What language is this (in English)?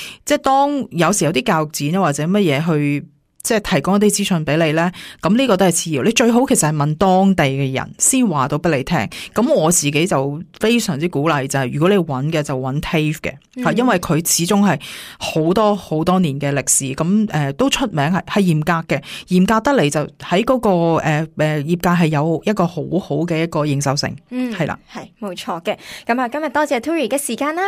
Cantonese